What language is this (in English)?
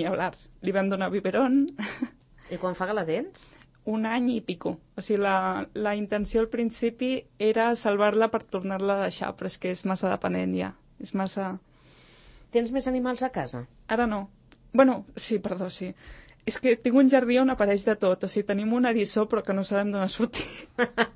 Catalan